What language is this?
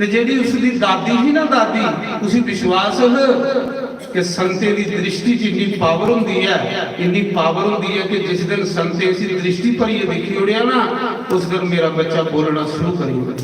Dogri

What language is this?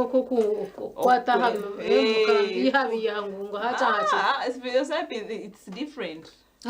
Nyankole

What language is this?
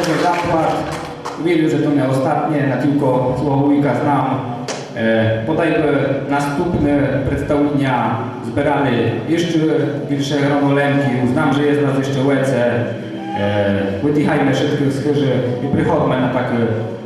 Rusyn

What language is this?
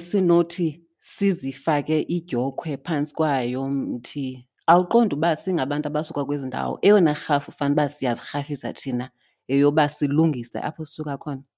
Xhosa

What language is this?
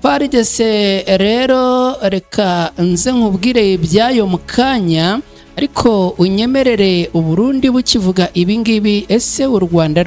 Kinyarwanda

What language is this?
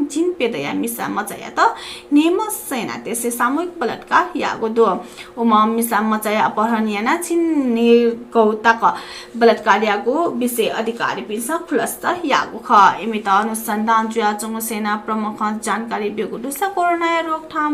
Newari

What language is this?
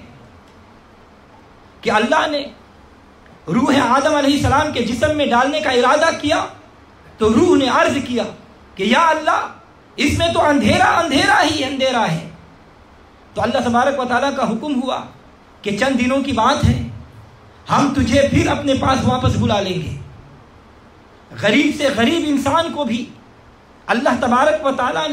Urdu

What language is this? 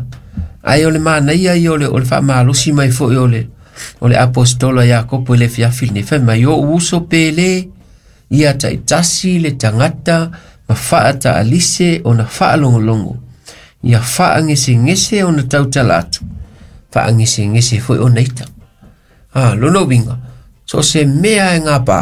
Samoan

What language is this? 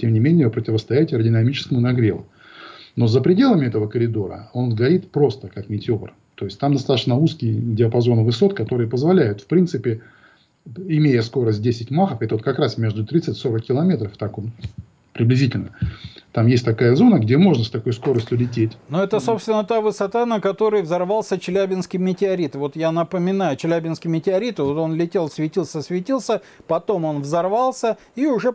Russian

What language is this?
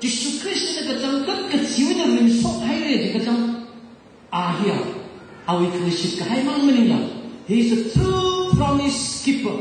Tangkhul Naga (India)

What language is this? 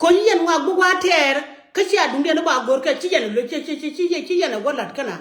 Nuer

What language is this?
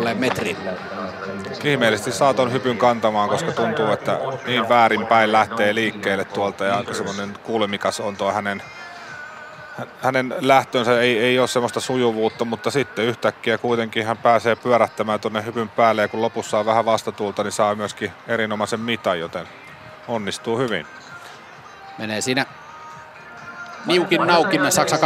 Finnish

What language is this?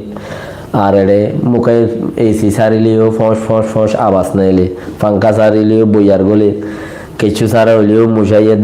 Rohingya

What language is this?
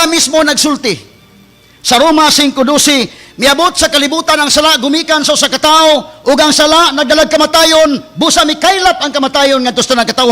Cebuano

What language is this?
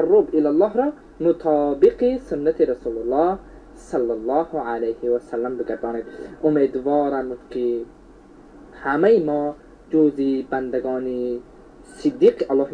Persian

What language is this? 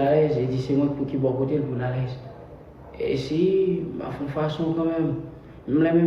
Haitian Creole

